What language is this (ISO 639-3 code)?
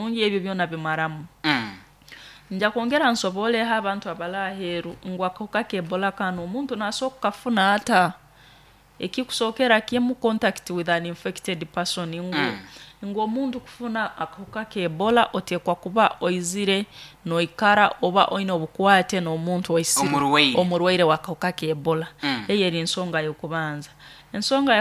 nyo